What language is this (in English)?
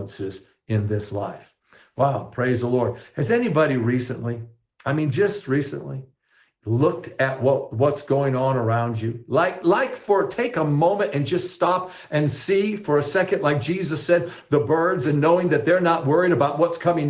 English